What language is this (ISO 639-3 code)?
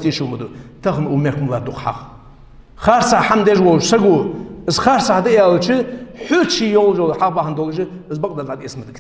inh